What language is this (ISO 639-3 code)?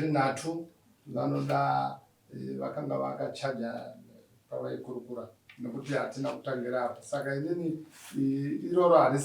sna